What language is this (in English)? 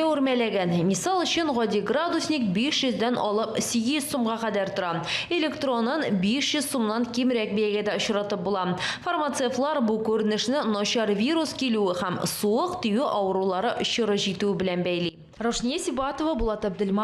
Tatar